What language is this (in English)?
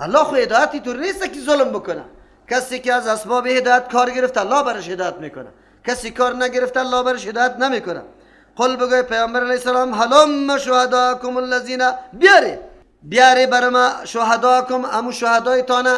Persian